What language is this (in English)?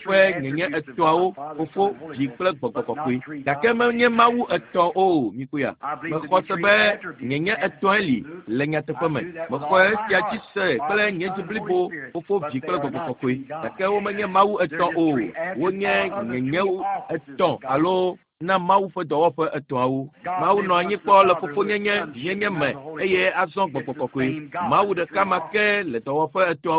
Ewe